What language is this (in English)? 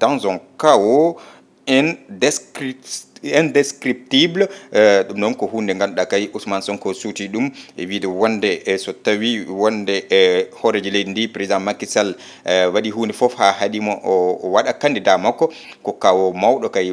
Fula